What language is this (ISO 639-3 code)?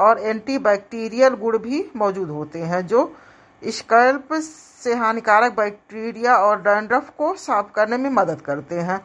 hin